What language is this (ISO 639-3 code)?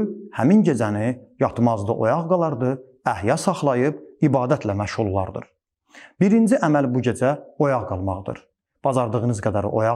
aze